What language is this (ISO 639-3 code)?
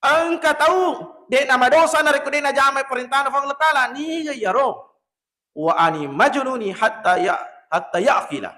bug